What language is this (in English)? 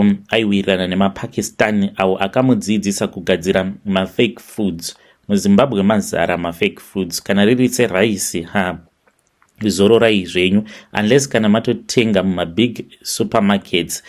Shona